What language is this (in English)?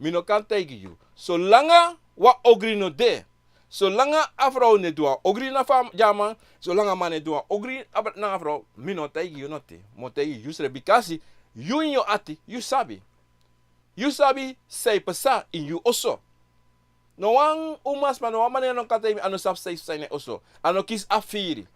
Sranan Tongo